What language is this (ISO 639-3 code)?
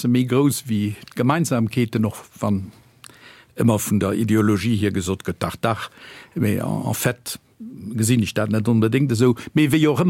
ltz